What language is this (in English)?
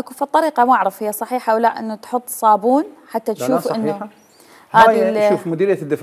Mesopotamian Arabic